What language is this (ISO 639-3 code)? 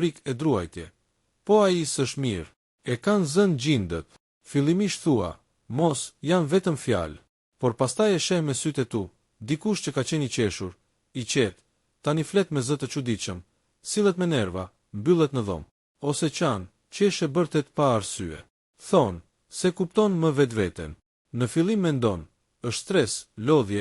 sqi